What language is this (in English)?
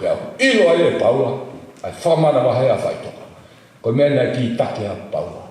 Tongan